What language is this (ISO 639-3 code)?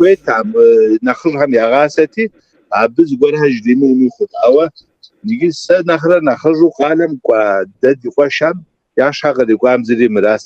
kbd